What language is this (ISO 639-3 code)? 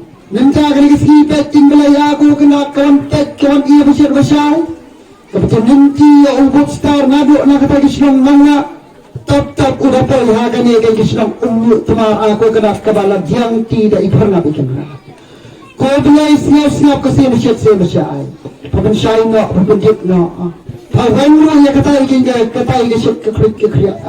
kha